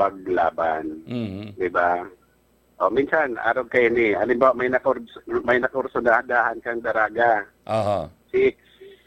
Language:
Bikol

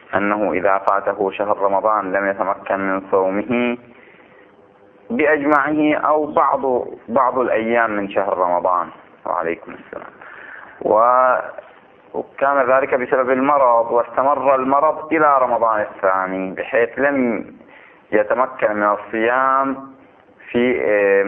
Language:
Arabic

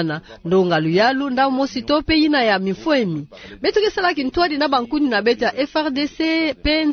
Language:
Kituba (Democratic Republic of Congo)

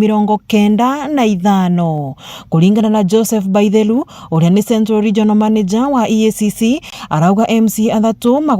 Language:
Meru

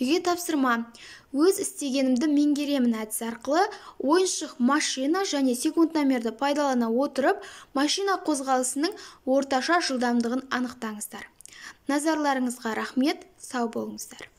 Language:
Kazakh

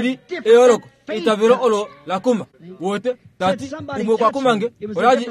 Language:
Kuanyama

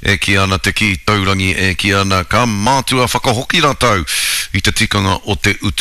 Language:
Māori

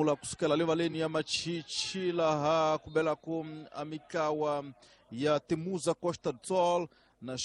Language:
Tsonga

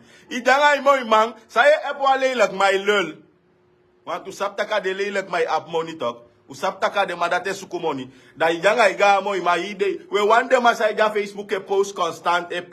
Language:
Sranan Tongo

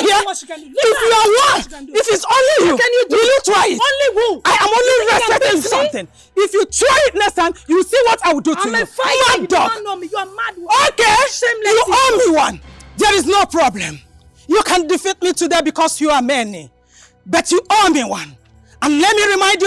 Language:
Nigerian Pidgin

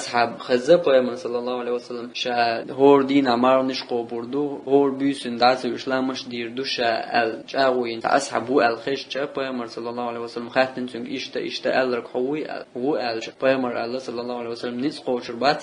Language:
Chechen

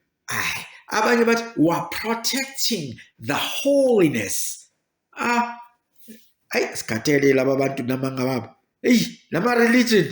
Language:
Zulu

